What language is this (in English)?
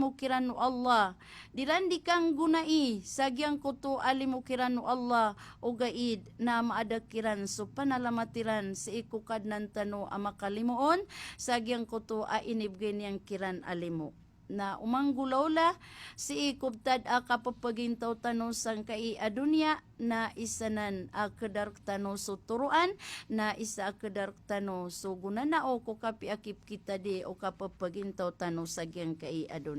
Maranao